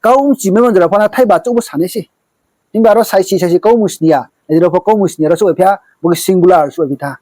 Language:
Riang (India)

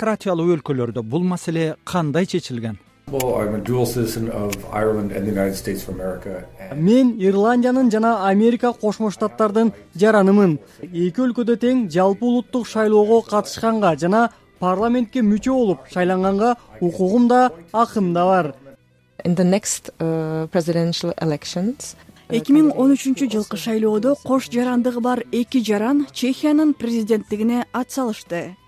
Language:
Kyrgyz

